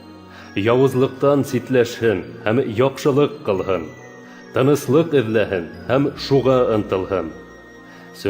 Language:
Bashkir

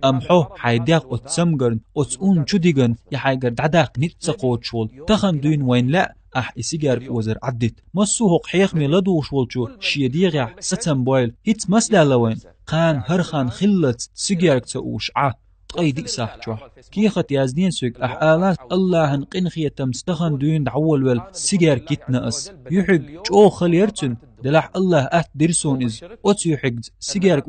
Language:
Chechen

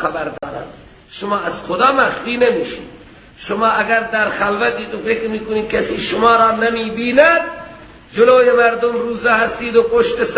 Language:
Persian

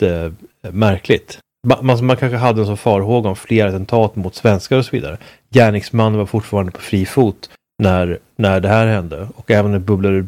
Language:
Swedish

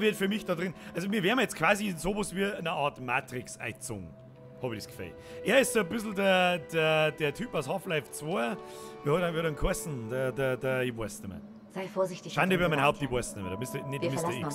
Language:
Bavarian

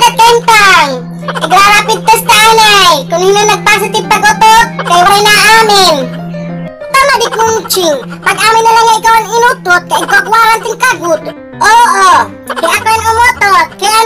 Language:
Waray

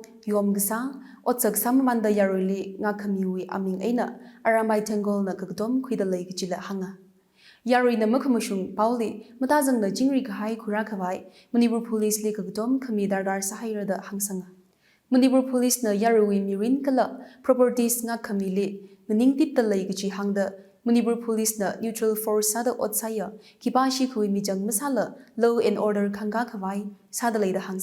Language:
Tangkhul Naga (India)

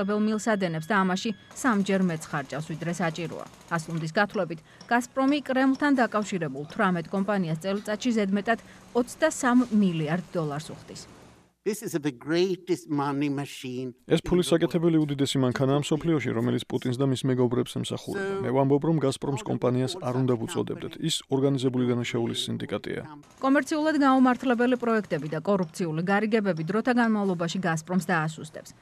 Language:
Georgian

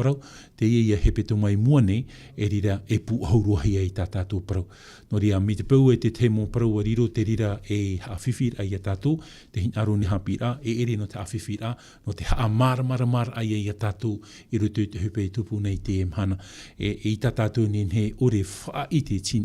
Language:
Tahitian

